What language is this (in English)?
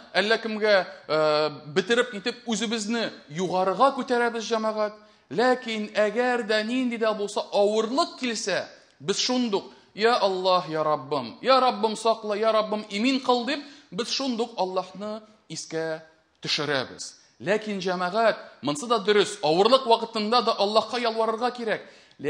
Tatar